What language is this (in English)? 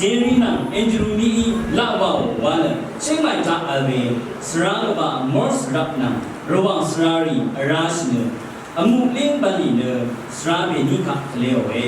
Rawang